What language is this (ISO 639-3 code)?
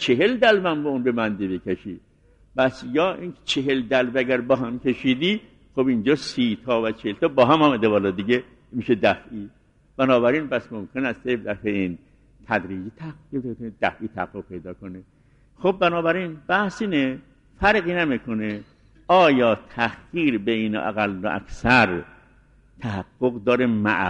fas